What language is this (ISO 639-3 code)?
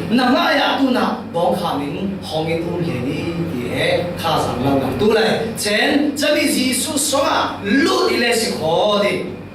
cfm